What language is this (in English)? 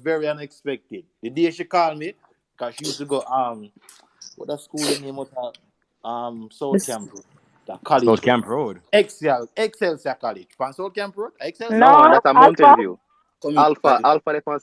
Jamaican Creole English